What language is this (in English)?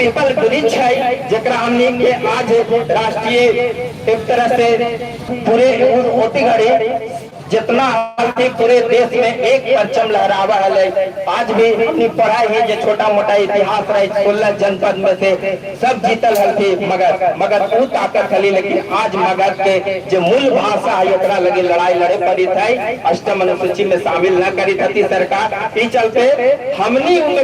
Magahi